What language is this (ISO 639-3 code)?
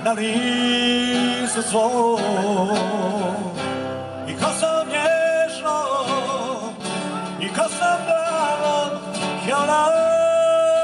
hrv